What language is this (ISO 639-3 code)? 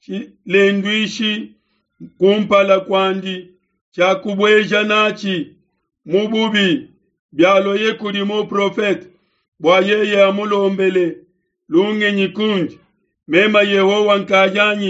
lua